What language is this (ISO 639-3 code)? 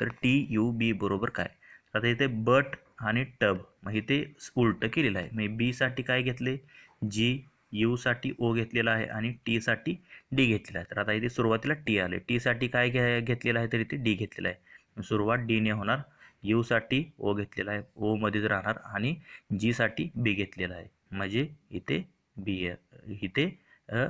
mar